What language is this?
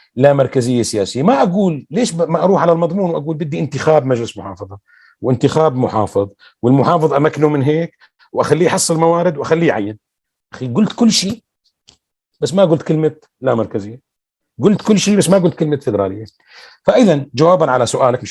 North Levantine Arabic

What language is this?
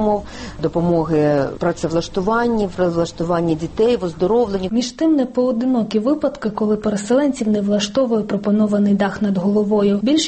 Ukrainian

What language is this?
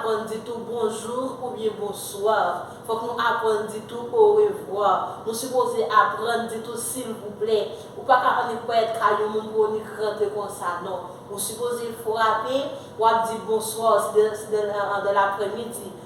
Haitian Creole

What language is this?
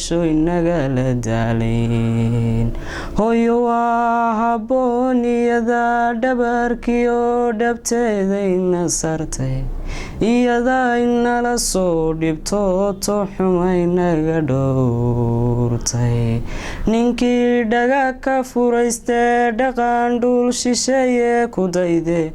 Somali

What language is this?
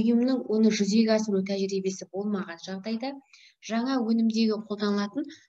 Kazakh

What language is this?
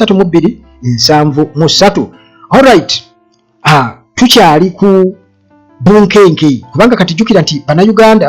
Ganda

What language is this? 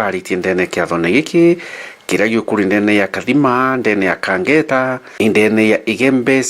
Meru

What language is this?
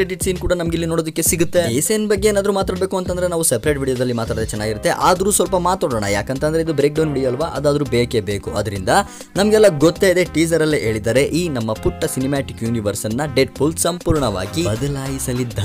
Kannada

